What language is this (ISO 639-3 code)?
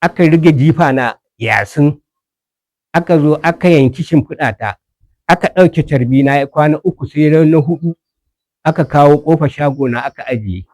hau